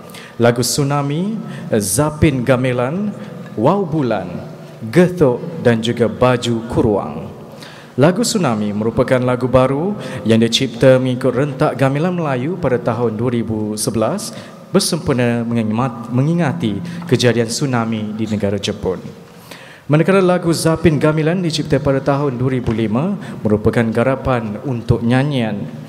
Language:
Malay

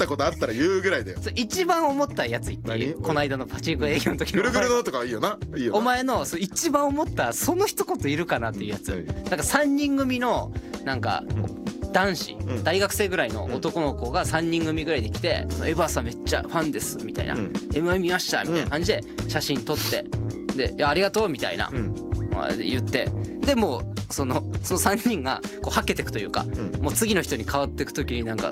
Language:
Japanese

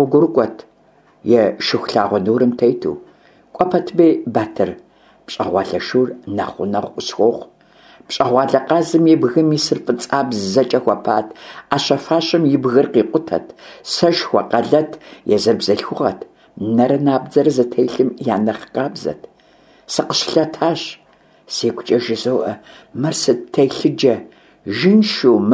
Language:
Kabardian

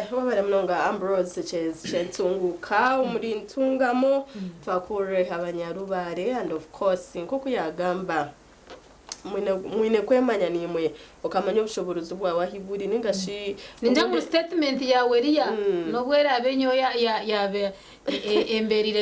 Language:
Nyankole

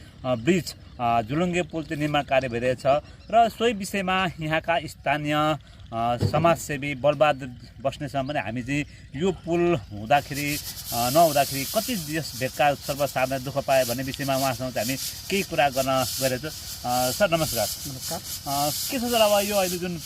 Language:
Nepali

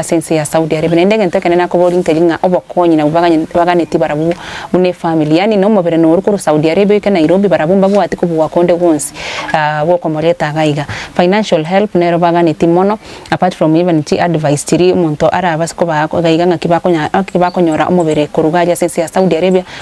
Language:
Gusii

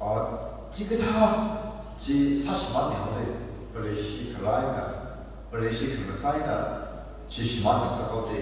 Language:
Tangkhul Naga (India)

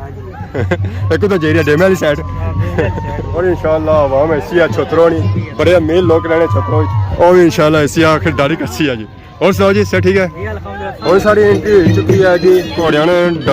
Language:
Pahari-Potwari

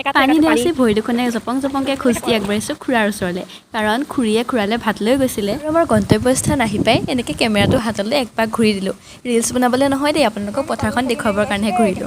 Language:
Assamese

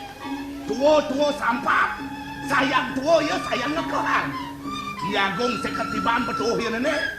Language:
Balinese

